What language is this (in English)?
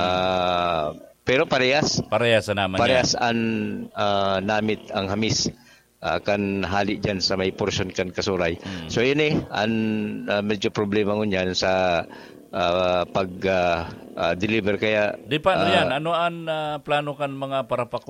Bikol